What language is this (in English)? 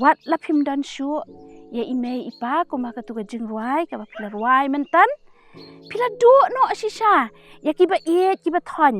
Khasi